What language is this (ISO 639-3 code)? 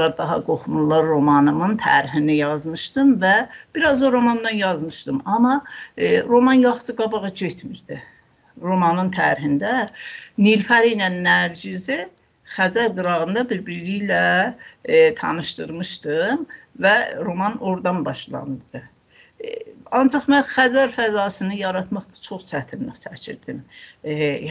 azb